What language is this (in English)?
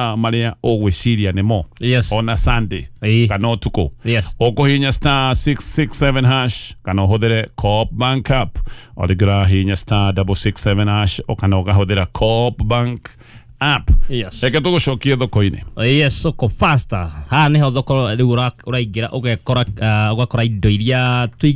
Kikuyu